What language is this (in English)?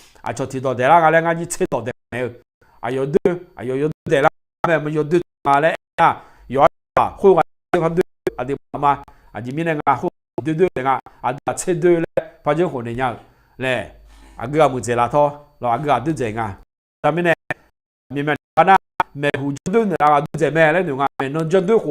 Akha